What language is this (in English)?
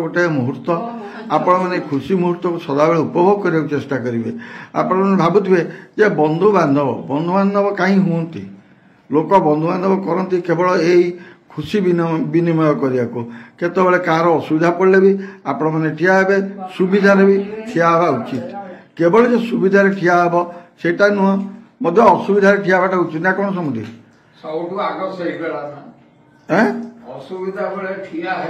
Odia